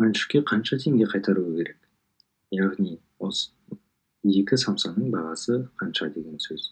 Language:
Kazakh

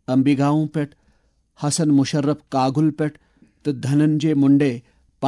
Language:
Kashmiri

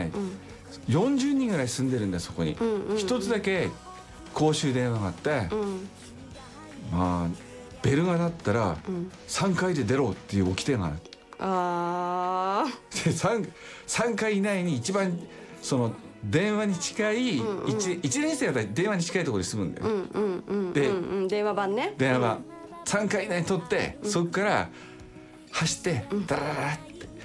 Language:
Japanese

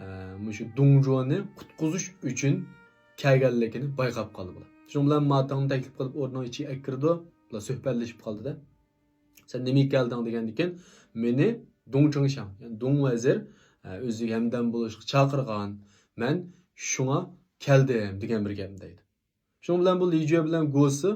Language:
Uyghur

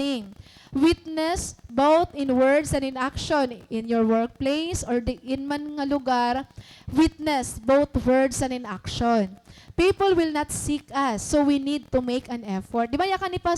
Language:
Waray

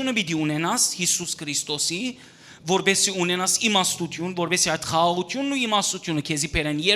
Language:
Western Armenian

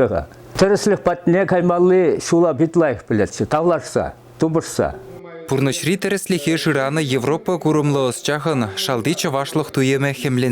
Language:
Chuvash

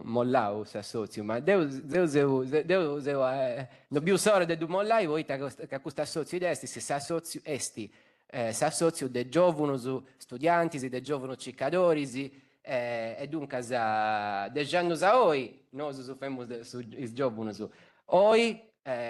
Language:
Sardinian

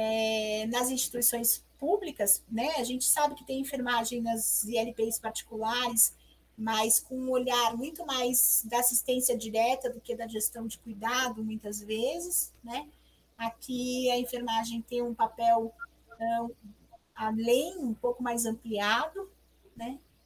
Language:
Portuguese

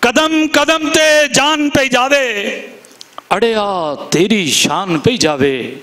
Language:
Western Panjabi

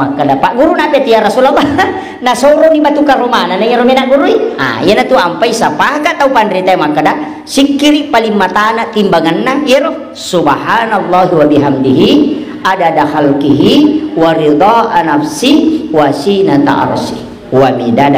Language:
Buginese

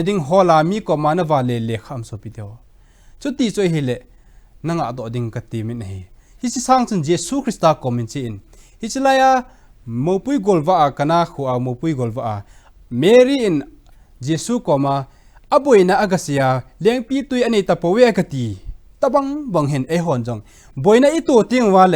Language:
Thado Chin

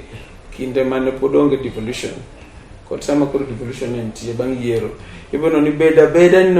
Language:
Luo (Kenya and Tanzania)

